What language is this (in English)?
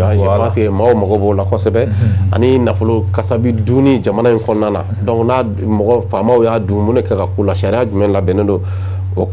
Bambara